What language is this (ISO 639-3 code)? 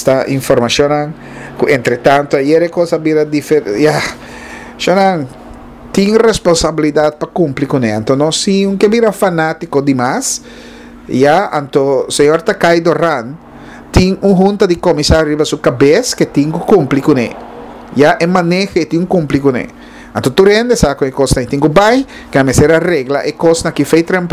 pap